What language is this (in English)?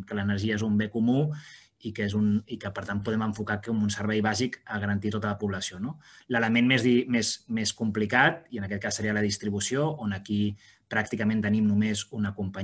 Catalan